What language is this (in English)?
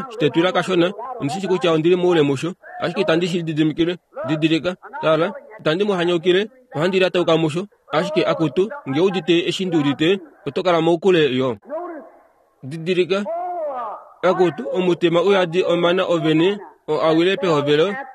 Kuanyama